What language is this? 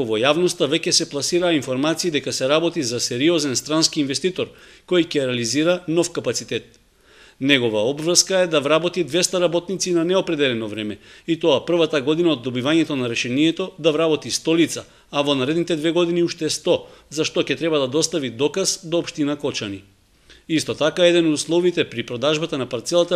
Macedonian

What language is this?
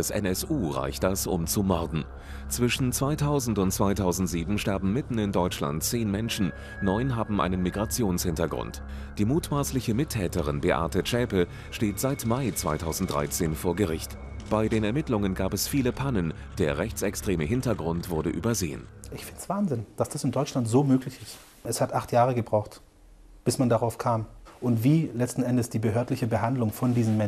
German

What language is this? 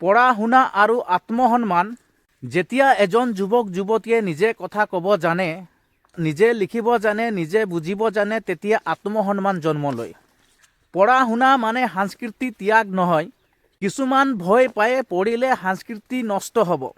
Assamese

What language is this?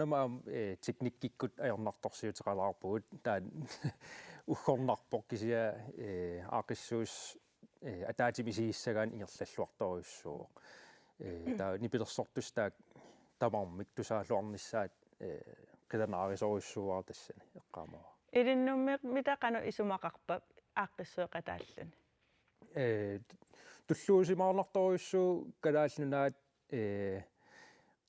Kalaallisut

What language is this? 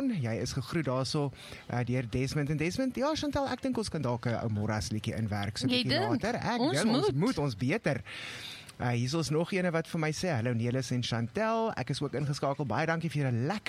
Afrikaans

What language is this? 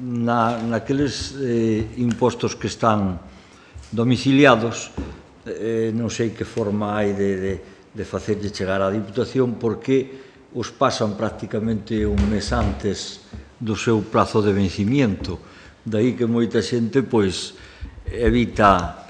Galician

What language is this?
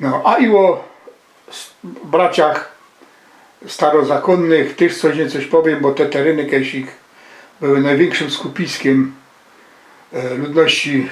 Silesian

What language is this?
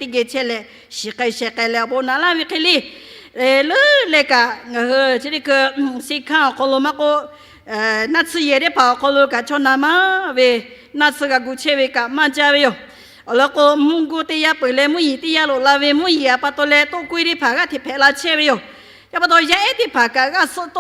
Lahu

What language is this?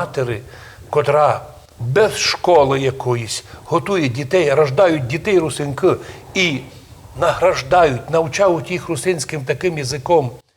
Rusyn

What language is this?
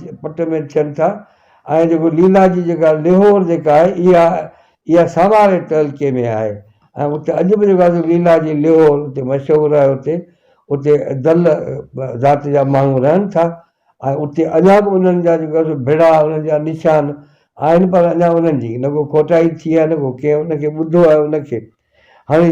Sindhi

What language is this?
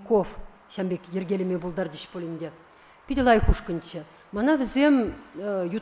Chuvash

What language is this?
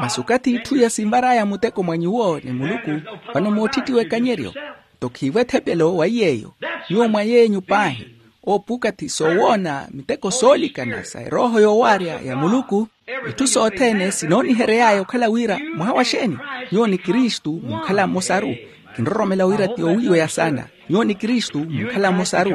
Makhuwa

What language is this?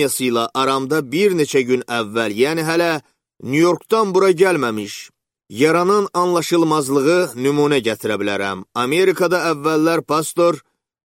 Azerbaijani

